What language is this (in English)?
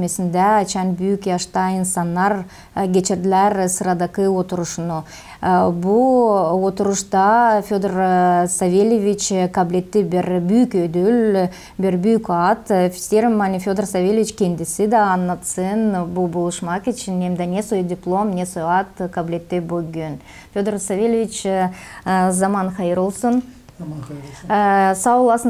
Gagauz